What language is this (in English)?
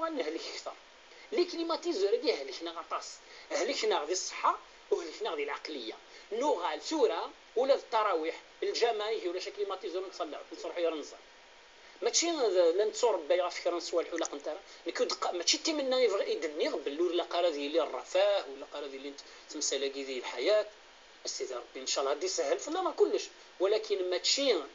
Kabyle